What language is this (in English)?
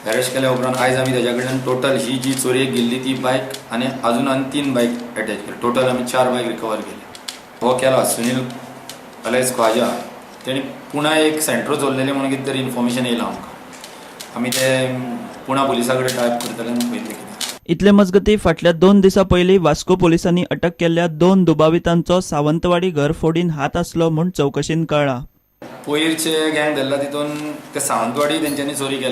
Konkani